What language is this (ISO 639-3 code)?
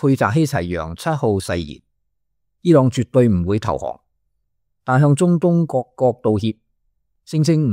yue